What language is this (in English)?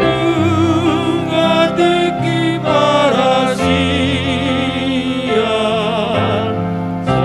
Batak Toba